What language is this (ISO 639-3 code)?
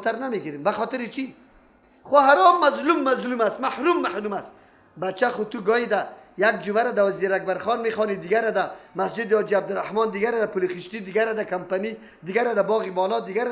fas